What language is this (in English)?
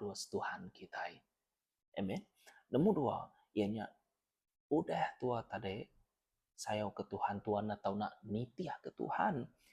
Iban